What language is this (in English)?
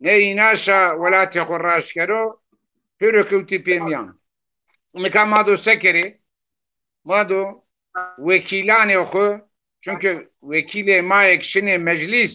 Zaza